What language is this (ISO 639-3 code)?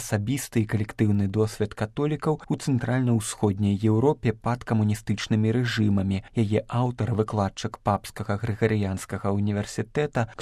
bel